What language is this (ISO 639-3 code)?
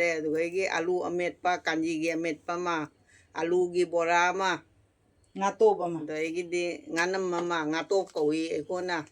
mni